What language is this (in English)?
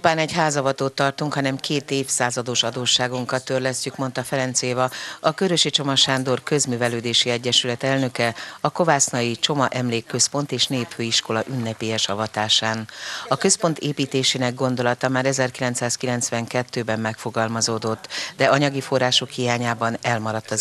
Hungarian